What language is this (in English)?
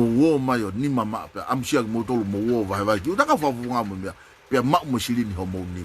Tongan